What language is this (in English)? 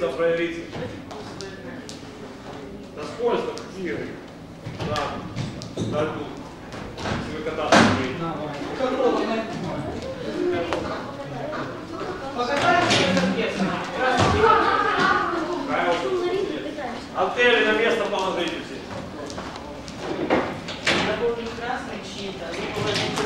Russian